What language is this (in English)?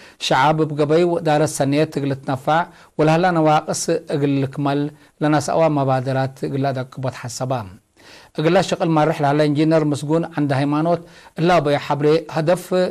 Tigre